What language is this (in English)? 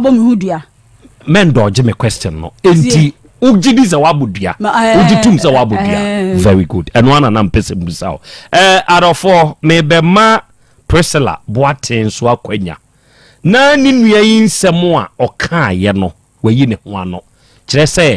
Akan